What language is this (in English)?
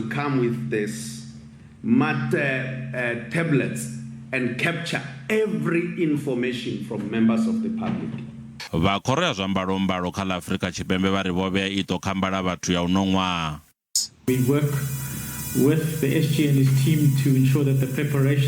Venda